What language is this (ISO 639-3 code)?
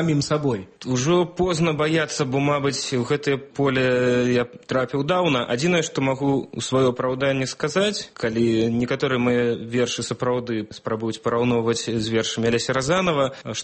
bel